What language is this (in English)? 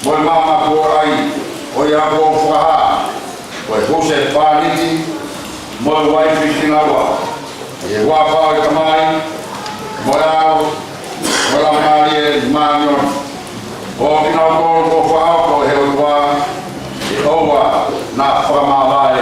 Tongan